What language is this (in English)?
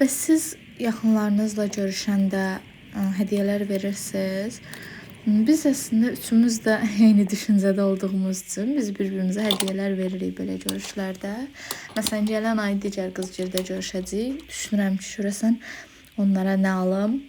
Azerbaijani